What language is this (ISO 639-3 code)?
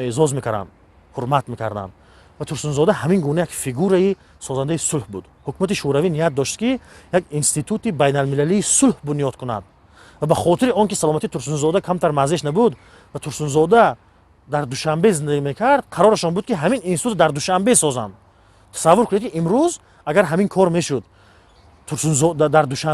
tgk